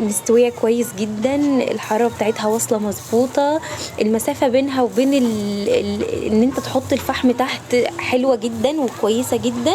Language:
Egyptian Arabic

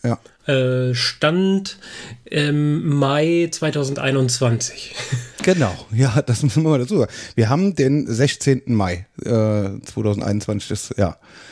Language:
German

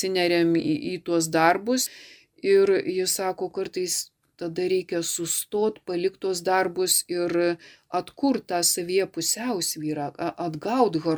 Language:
Lithuanian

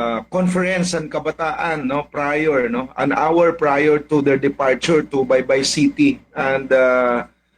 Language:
Waray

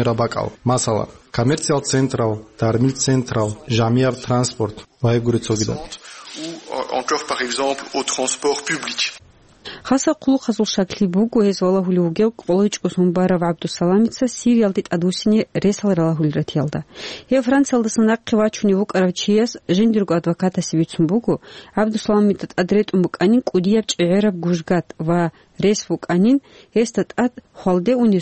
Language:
Avaric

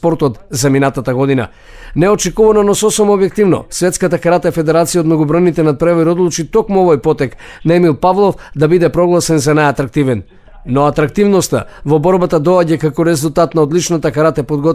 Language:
Macedonian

